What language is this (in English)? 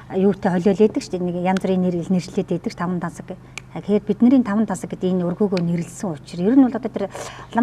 Mongolian